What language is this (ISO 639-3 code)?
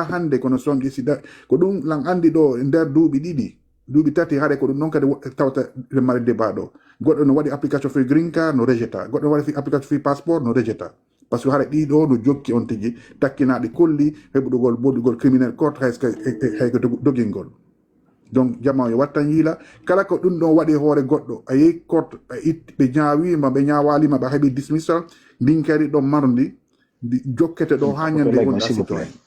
ful